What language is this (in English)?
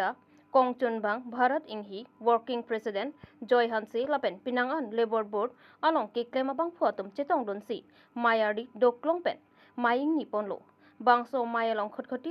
Karbi